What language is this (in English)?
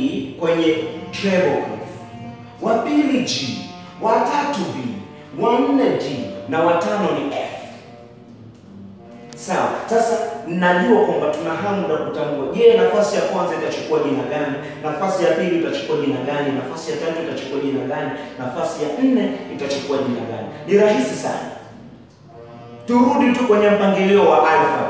Swahili